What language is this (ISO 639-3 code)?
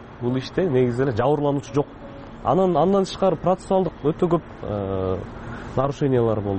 kir